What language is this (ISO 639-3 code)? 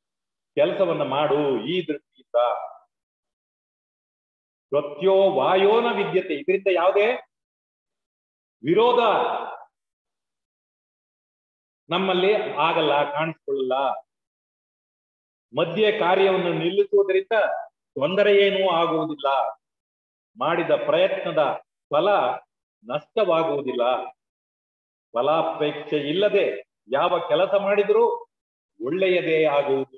kan